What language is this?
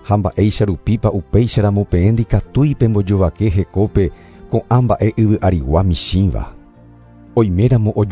Guarani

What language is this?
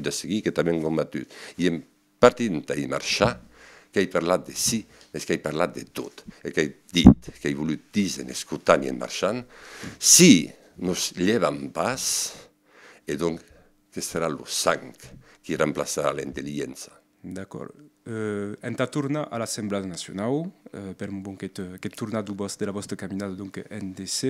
Occitan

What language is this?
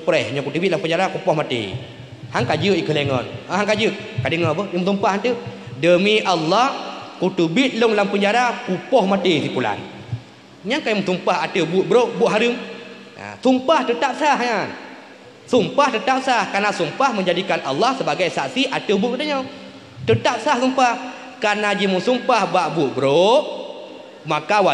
Achinese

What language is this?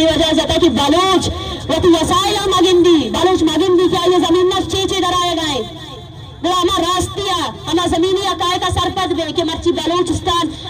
Eastern Balochi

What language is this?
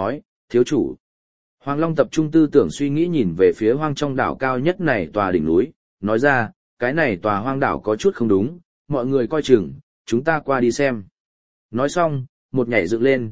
Vietnamese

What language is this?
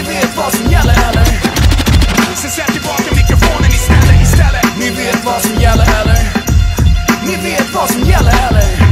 Swedish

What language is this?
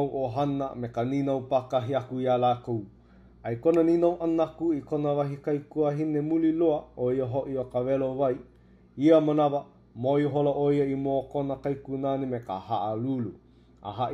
Hawaiian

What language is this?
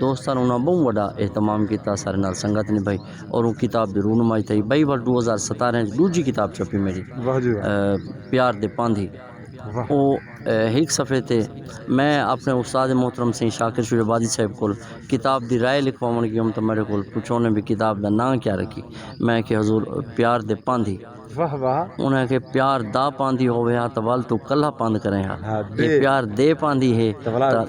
Saraiki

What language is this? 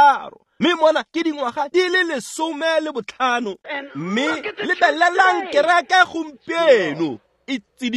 Tswana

